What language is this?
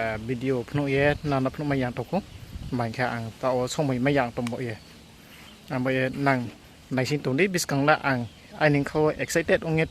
Riang (India)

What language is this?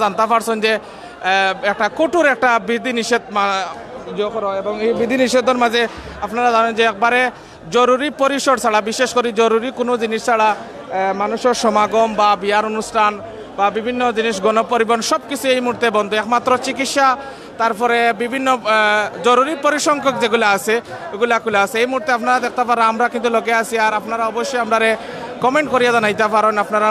Sylheti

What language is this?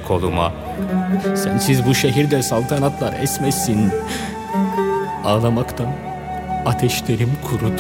Turkish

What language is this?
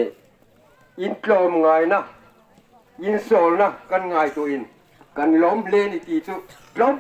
Hmar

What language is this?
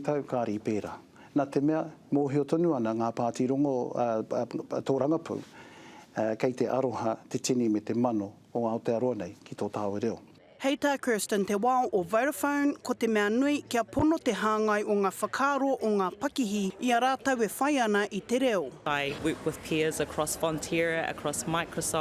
Māori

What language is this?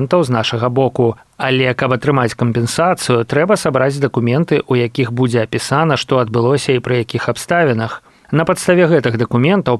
Belarusian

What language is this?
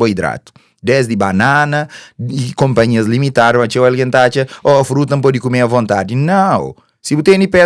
Kabuverdianu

